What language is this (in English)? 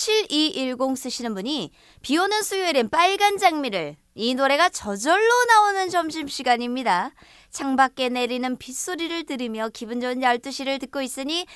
Korean